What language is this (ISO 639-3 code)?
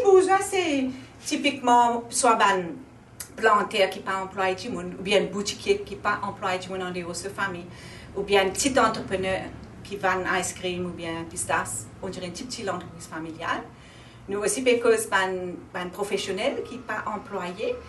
mfe